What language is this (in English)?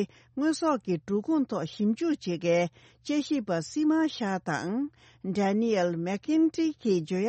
Tibetan